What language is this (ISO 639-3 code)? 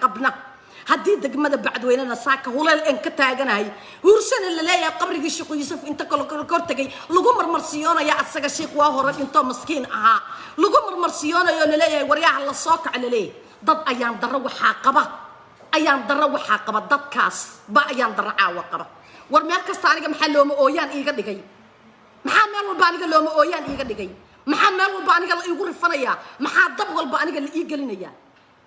som